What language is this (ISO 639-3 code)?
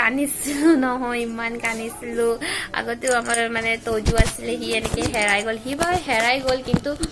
asm